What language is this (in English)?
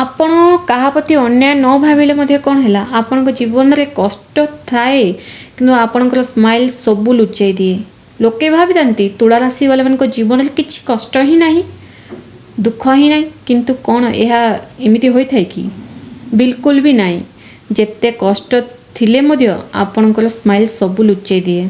Odia